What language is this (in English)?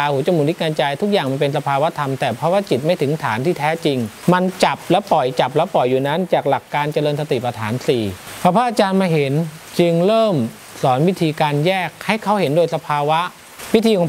Thai